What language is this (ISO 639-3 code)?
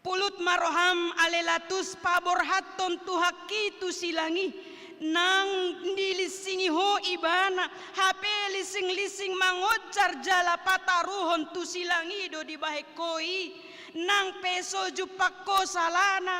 bbc